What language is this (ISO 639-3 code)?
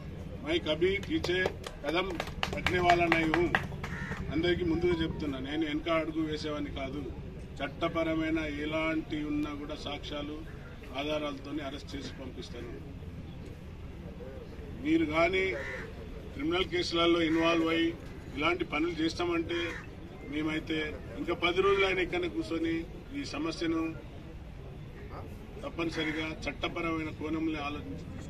tel